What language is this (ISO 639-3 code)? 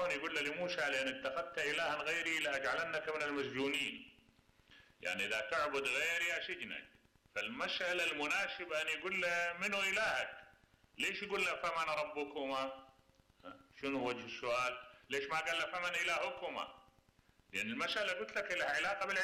acm